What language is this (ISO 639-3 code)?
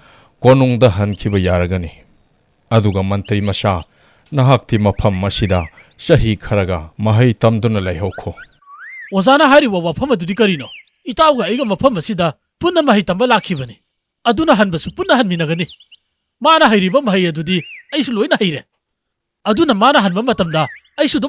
mni